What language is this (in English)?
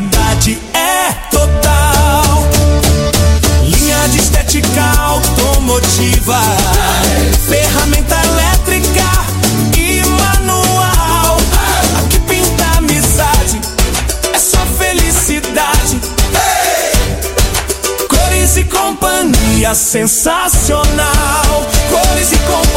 Portuguese